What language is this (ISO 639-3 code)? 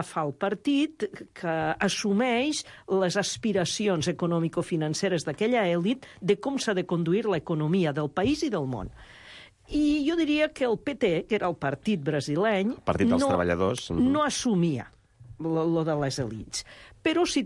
cat